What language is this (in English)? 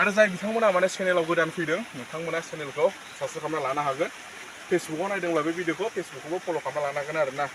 Bodo